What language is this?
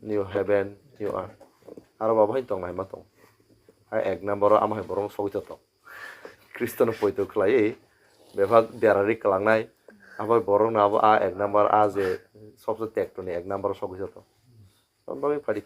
Kok Borok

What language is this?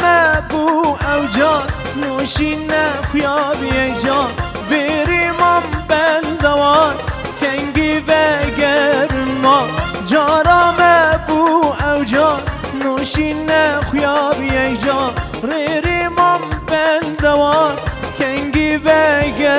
Kurdish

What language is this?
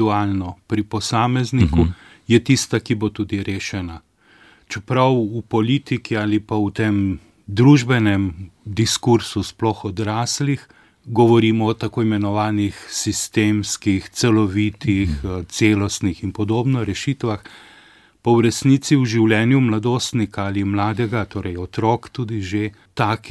Slovenian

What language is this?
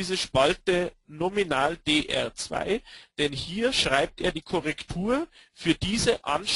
German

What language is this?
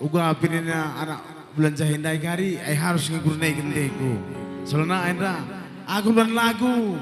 Batak Karo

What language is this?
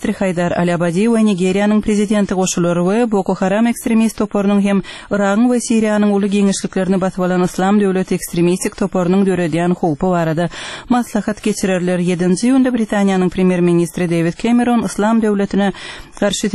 Turkmen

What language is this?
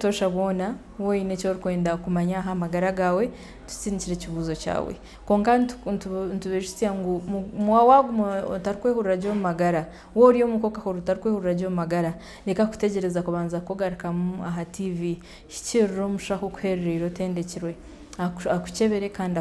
Nyankole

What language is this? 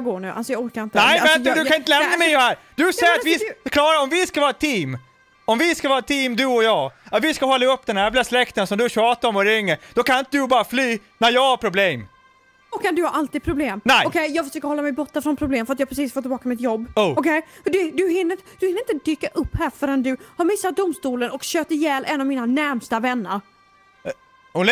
Swedish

